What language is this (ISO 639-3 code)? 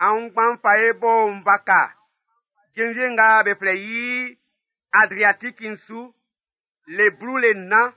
bci